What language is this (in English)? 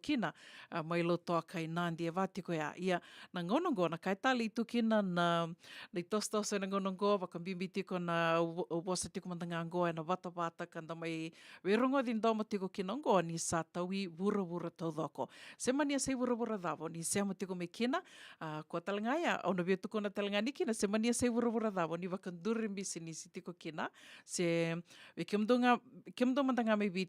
Fijian